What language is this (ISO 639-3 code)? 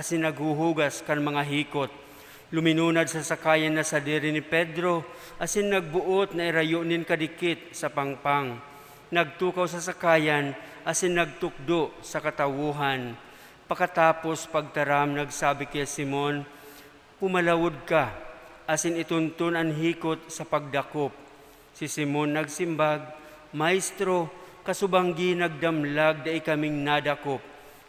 bik